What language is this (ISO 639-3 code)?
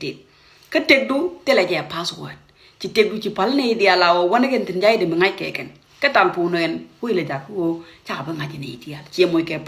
nus